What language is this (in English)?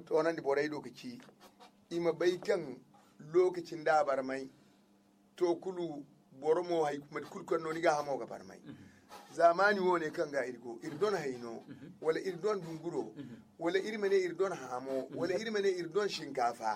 Zarma